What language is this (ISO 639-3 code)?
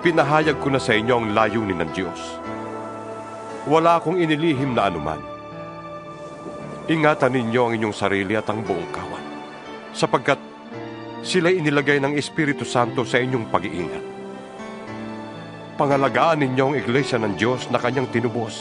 fil